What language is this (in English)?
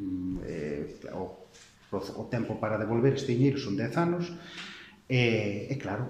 Galician